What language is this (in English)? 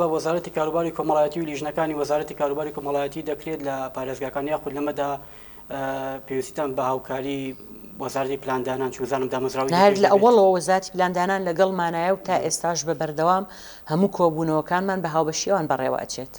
Central Kurdish